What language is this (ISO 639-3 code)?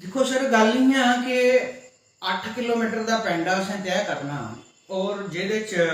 doi